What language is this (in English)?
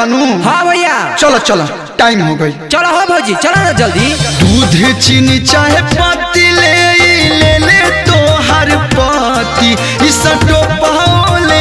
Bhojpuri